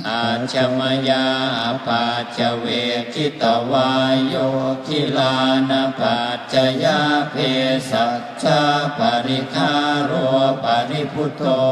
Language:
Pali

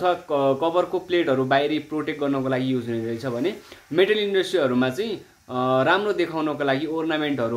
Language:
Nepali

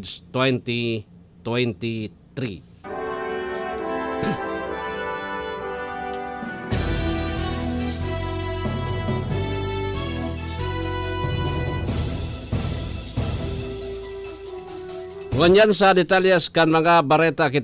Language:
Bikol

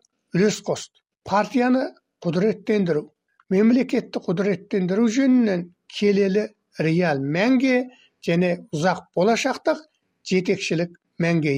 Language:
Kazakh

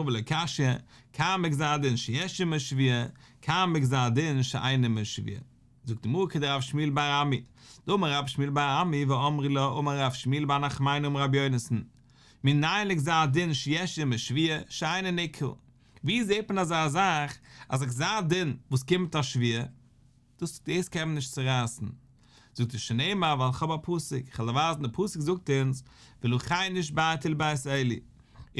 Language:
Yiddish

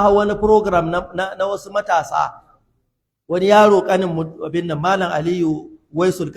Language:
Hausa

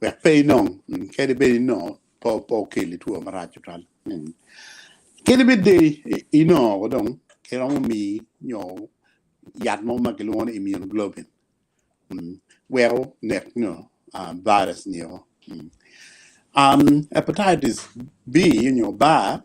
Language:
Acoli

